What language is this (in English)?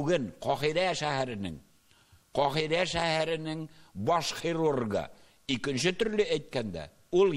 Tatar